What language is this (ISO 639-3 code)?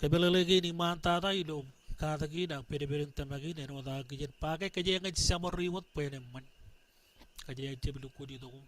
mah